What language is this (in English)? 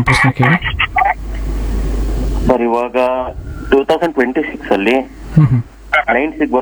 Kannada